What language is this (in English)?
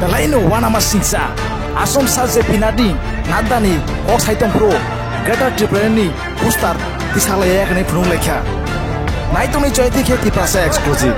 Kok Borok